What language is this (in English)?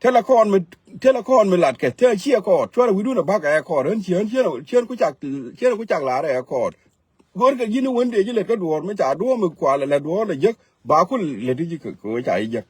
Nuer